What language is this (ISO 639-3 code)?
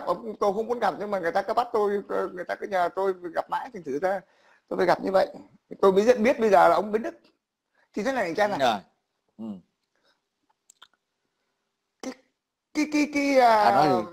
vie